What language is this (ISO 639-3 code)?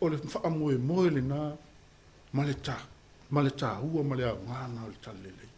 smo